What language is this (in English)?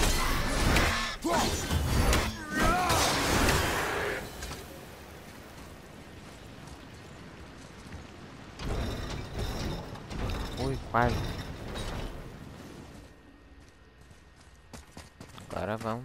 Portuguese